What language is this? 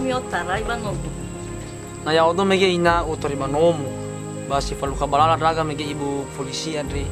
Nias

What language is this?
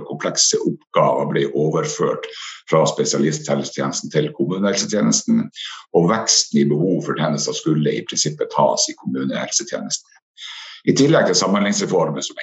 Norwegian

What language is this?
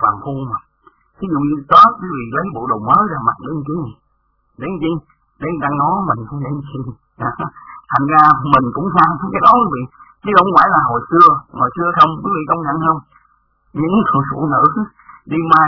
Vietnamese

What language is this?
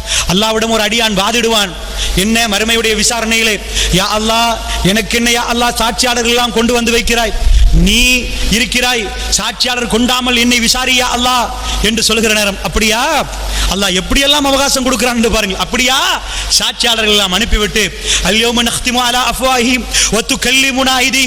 Tamil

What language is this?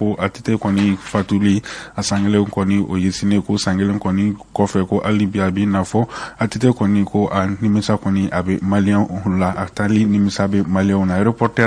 Bambara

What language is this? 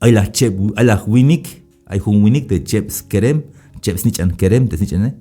Tzeltal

